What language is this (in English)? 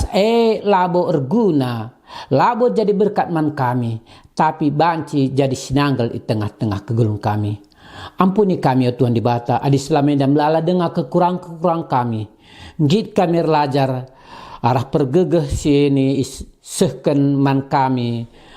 Batak Karo